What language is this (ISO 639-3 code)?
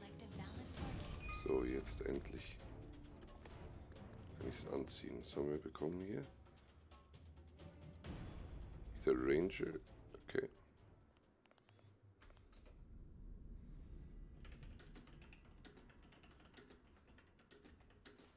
deu